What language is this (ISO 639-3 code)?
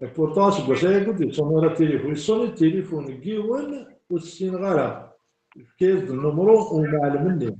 kab